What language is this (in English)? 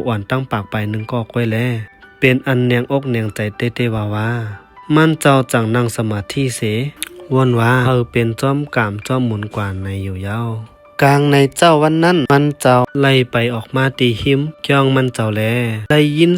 Shan